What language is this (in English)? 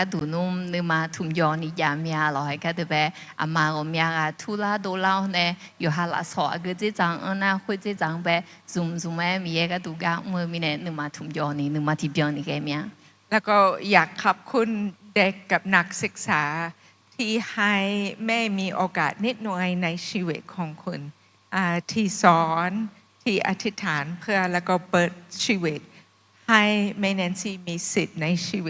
Akha